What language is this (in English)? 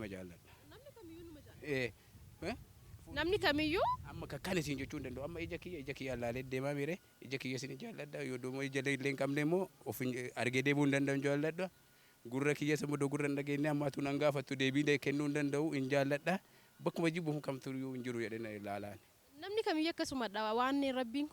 Oromo